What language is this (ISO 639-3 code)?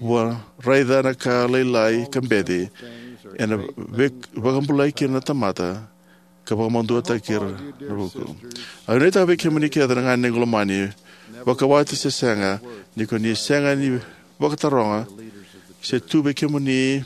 fij